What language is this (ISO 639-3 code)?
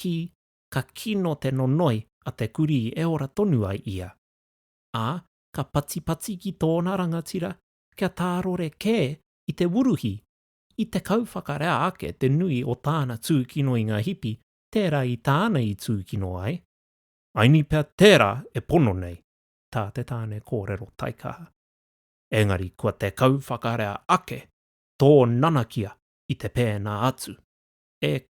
mri